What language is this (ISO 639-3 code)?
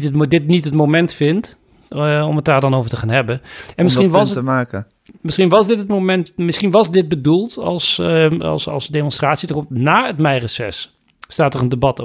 nld